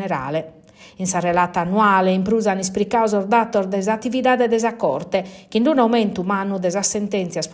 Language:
Sardinian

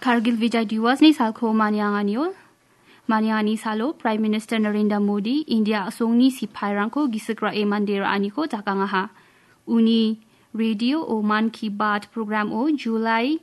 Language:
Garo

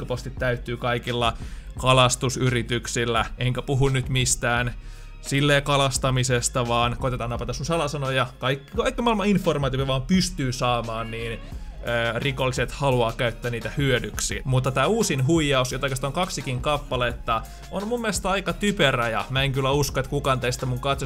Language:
Finnish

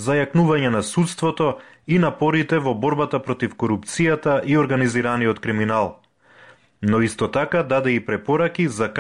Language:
Macedonian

